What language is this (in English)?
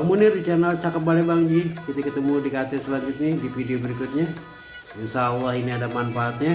Betawi